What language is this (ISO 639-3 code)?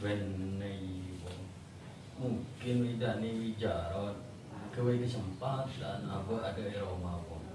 mad